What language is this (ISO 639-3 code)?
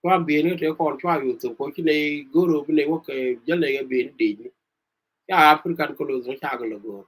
nus